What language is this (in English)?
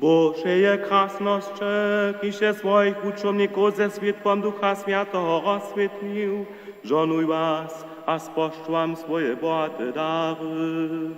Upper Sorbian